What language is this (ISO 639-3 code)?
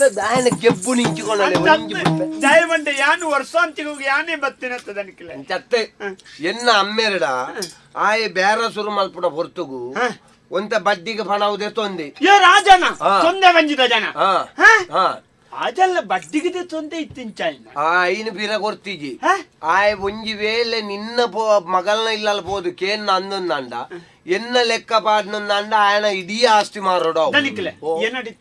tcy